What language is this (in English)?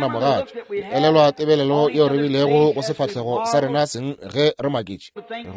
Northern Sotho